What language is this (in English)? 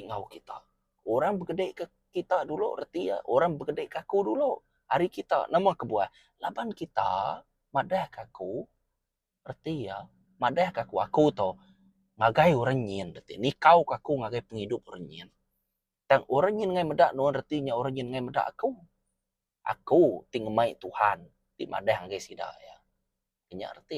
Iban